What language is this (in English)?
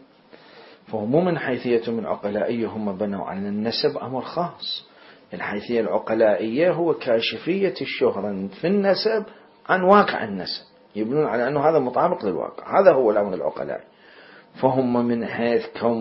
Mesopotamian Arabic